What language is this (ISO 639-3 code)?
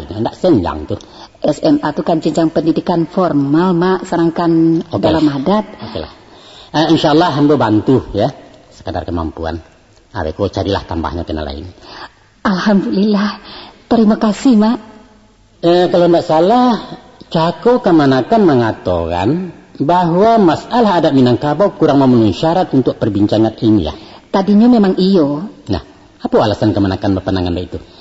min